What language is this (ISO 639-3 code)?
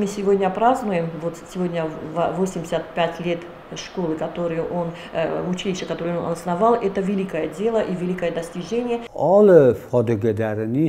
oss